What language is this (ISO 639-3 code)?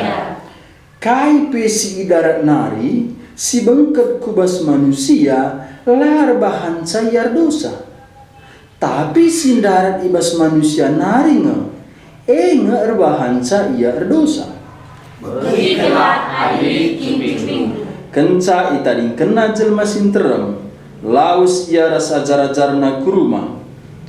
btx